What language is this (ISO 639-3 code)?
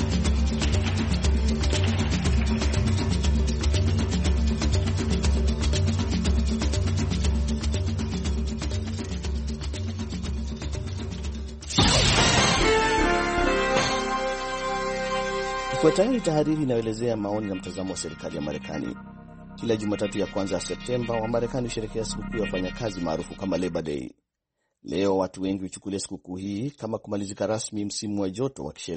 swa